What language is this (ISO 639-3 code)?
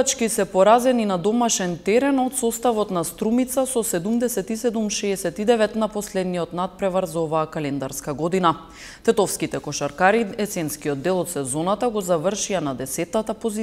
mkd